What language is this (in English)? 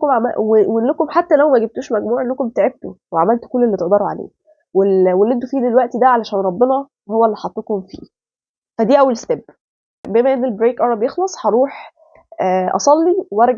Egyptian Arabic